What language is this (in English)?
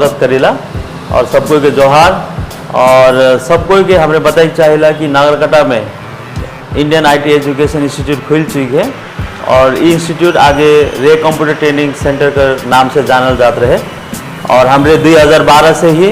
Sadri